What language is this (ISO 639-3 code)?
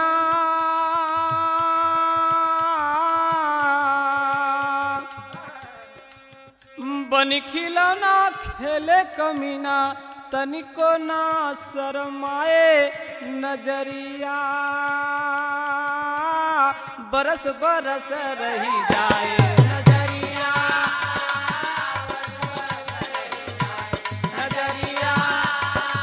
bho